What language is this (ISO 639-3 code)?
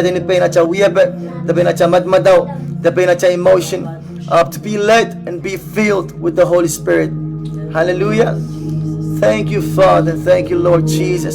pon